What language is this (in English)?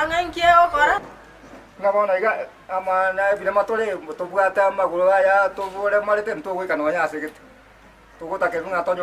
Gusii